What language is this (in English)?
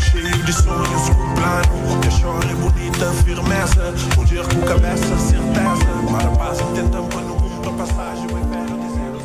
Kabuverdianu